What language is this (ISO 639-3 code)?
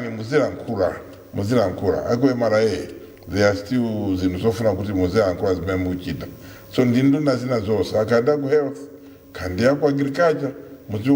nya